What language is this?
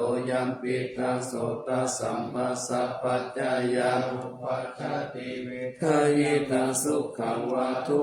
Pali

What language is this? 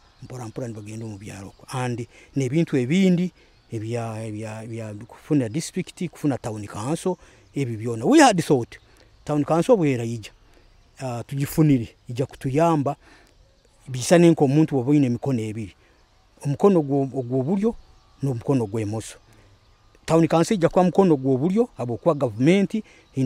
Nyoro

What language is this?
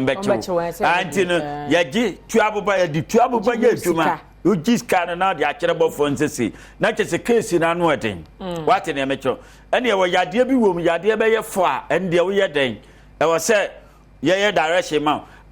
Akan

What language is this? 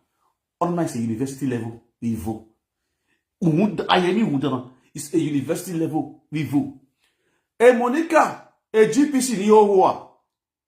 Nigerian Pidgin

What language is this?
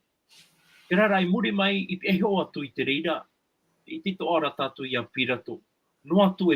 Tahitian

